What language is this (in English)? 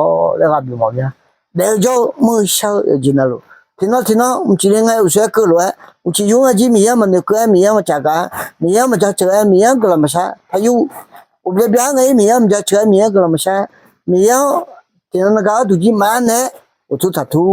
Akha